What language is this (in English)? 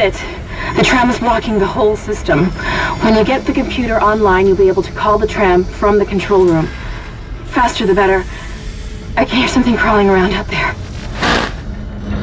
English